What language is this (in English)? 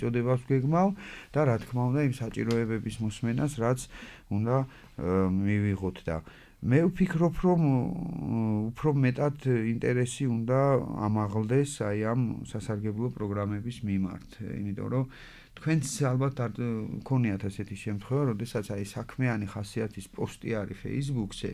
Georgian